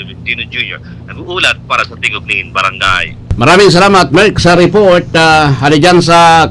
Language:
Bikol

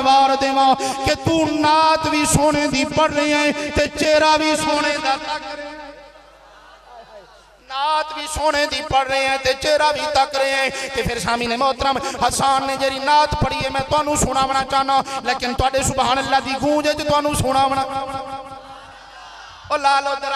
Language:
Western Panjabi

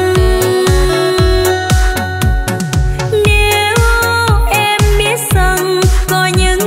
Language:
Vietnamese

